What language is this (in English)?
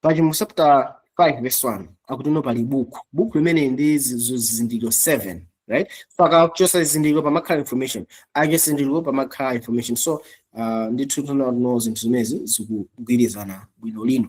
Nyanja